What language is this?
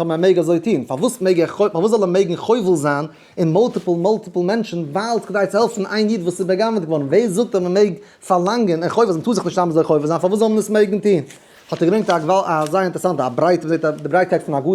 Yiddish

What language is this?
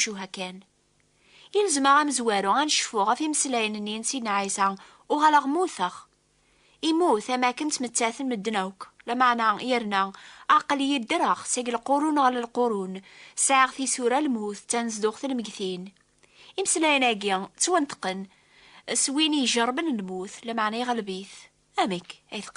Kabyle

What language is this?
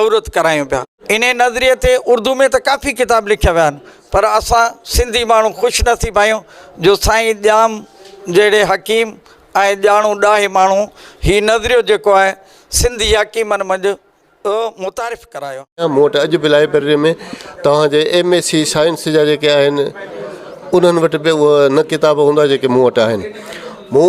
Sindhi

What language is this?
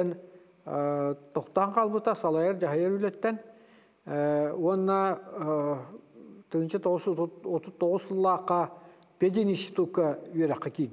Yakut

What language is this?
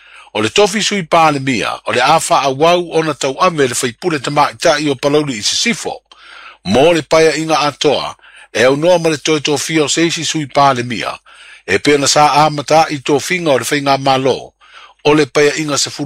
Samoan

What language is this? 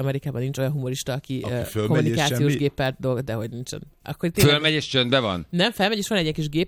Hungarian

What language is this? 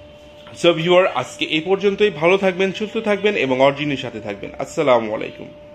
Bangla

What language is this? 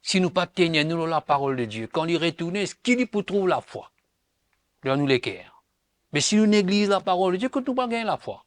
Morisyen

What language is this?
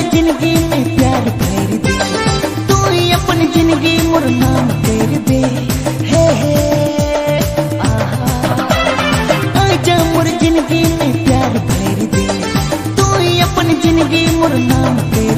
Sadri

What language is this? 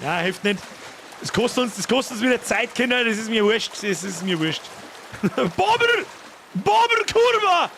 Bavarian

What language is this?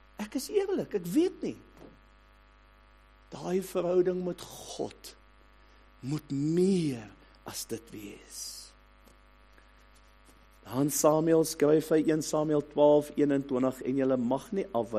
Afrikaans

